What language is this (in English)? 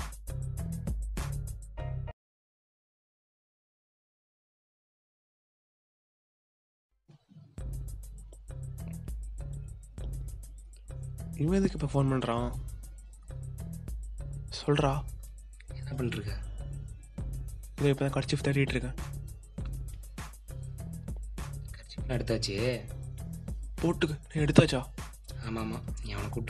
Tamil